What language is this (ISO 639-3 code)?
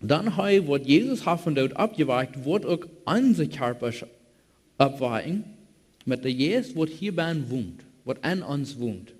pdt